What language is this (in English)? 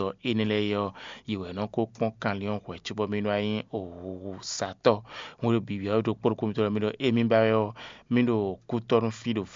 Fon